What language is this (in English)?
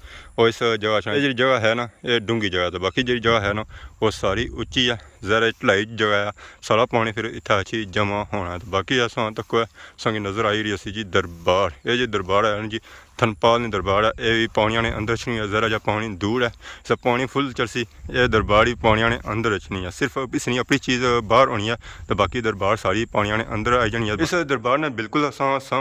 Pahari-Potwari